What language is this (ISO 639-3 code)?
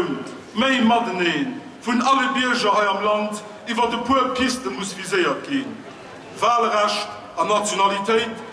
ltz